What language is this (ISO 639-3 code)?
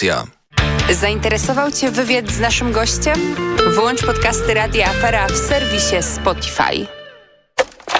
pol